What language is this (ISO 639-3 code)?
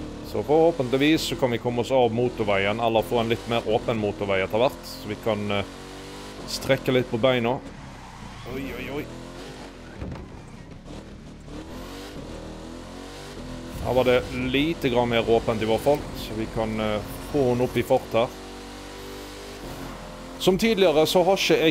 nor